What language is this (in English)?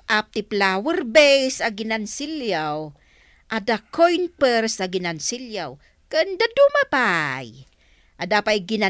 Iloko